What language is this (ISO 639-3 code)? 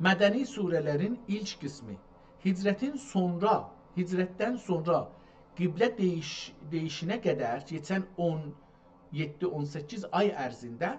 azb